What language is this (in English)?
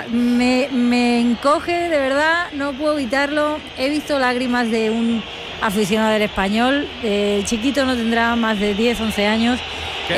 Spanish